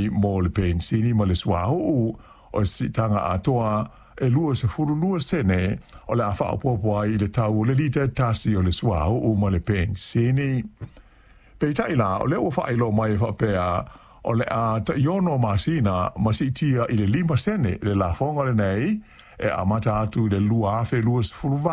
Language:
Samoan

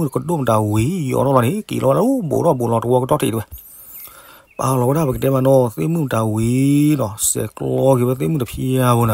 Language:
S'gaw Karen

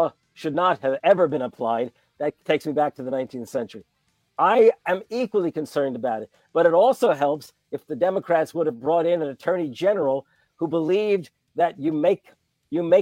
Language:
English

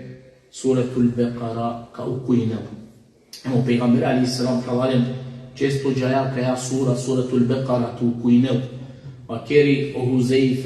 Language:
Balkan Romani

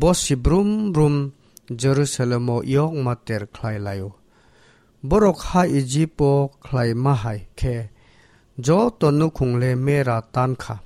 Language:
Kok Borok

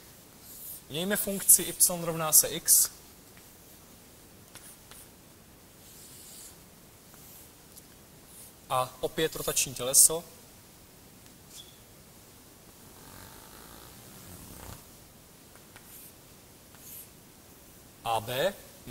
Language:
Czech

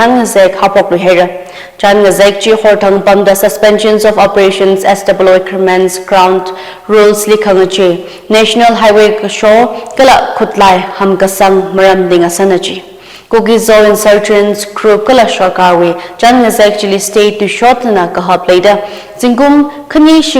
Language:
Tangkhul Naga (India)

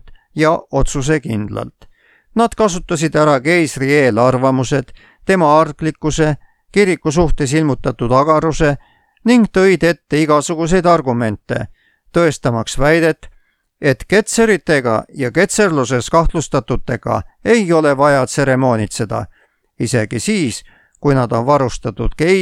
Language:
Estonian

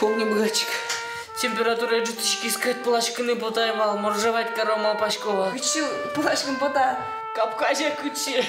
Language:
Udmurt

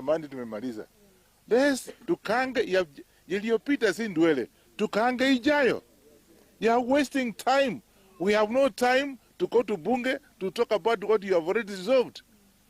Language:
Gusii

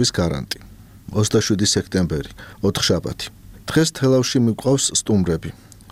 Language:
Georgian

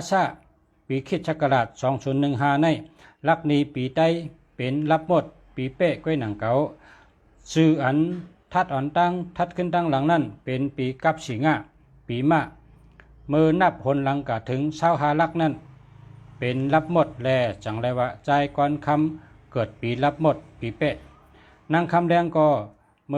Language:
Shan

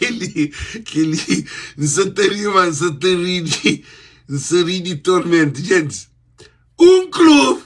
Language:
Kabuverdianu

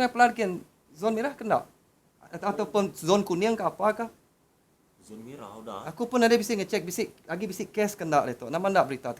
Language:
Iban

